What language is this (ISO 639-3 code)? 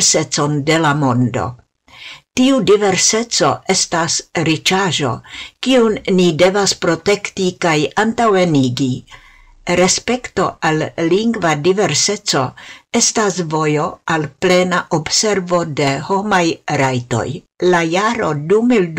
epo